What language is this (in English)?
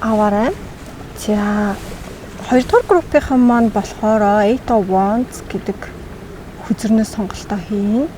Mongolian